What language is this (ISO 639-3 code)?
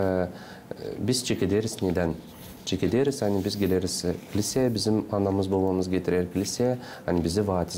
gag